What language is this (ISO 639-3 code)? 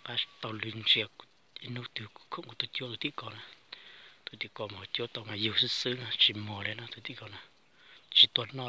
hmn